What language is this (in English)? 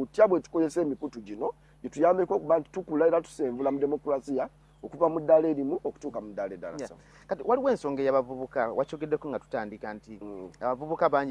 Ganda